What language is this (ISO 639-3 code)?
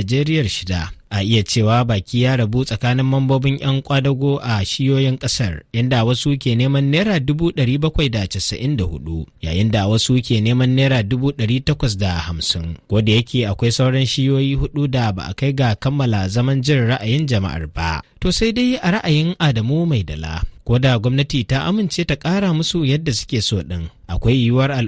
hau